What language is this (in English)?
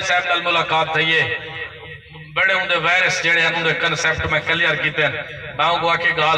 Saraiki